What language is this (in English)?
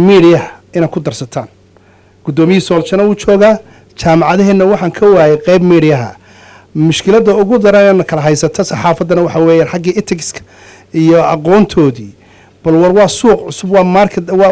Somali